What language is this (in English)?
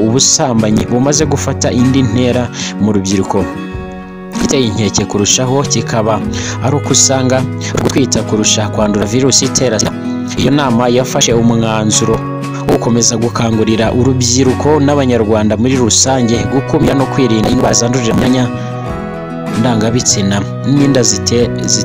Kinyarwanda